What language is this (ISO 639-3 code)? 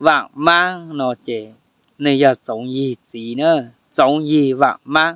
hmn